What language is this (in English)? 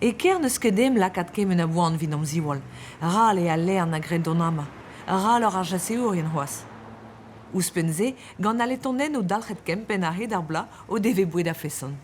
Breton